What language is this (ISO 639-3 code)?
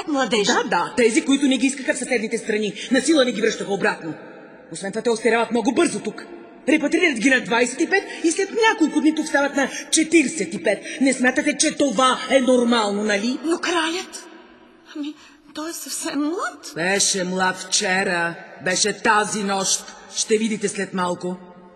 bul